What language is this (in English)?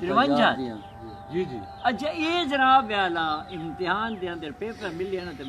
Saraiki